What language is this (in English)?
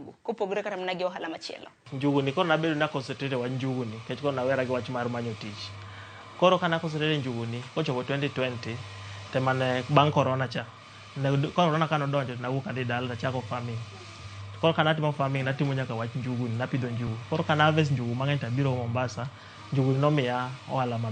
Luo (Kenya and Tanzania)